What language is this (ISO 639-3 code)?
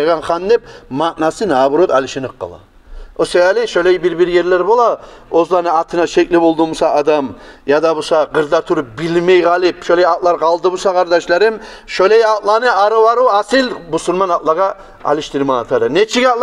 kum